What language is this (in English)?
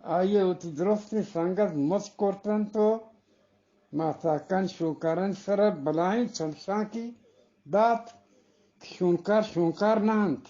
Eastern Balochi